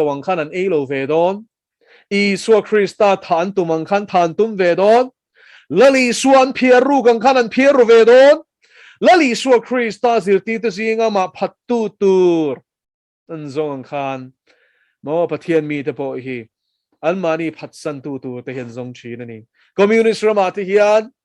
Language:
Mizo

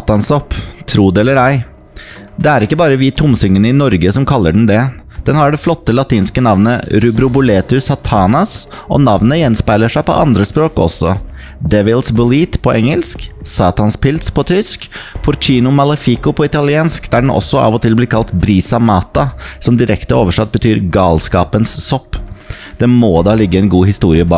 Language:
Norwegian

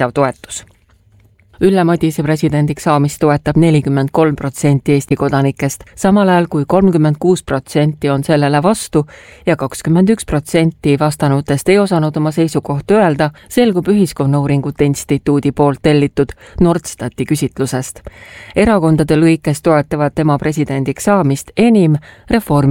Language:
Estonian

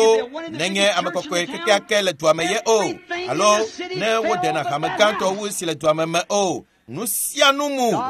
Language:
Ewe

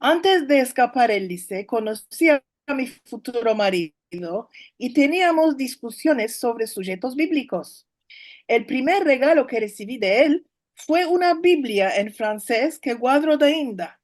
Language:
Ladino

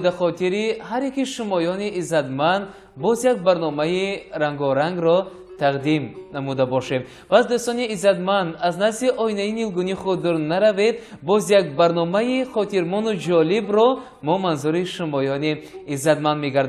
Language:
Tajik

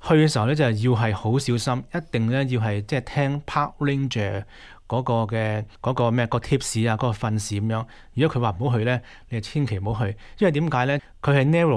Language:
Cantonese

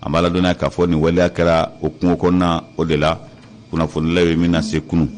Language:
Bambara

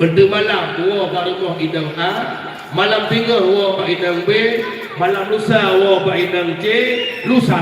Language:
Achinese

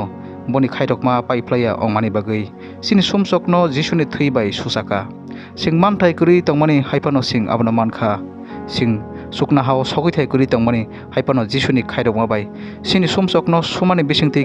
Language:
Kok Borok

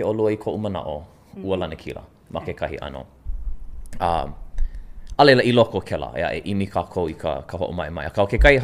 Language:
Hawaiian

